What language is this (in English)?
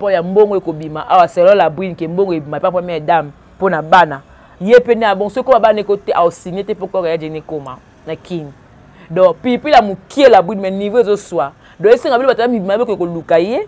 Lingala